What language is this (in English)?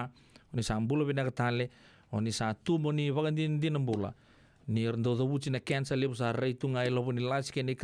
Fijian